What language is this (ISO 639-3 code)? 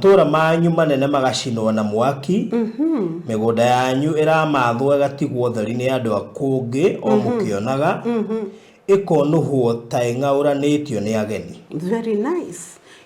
kik